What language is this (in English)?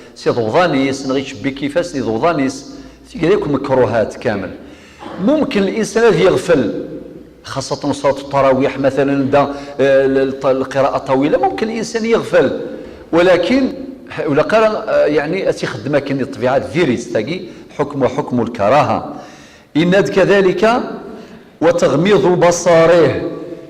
Kabyle